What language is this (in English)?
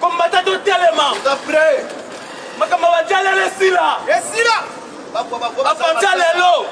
Lingala